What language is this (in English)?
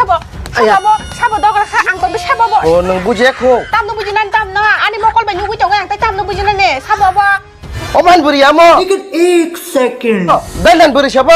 Kok Borok